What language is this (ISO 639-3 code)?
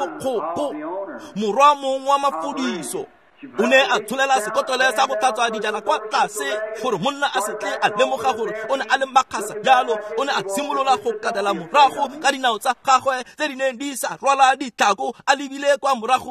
tsn